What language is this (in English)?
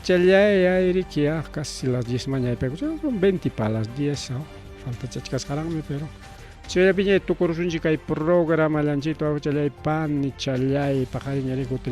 Ayacucho Quechua